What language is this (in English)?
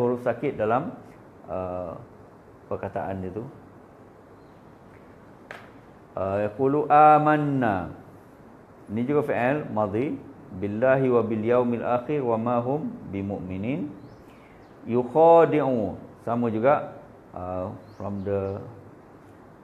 Malay